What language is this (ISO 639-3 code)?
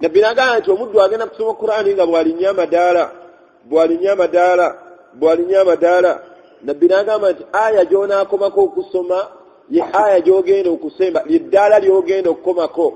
lug